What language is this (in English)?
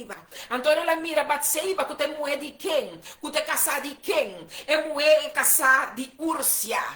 Papiamento